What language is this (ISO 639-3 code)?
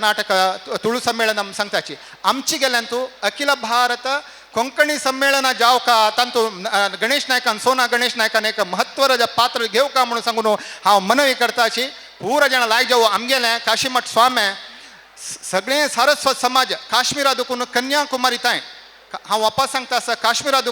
kok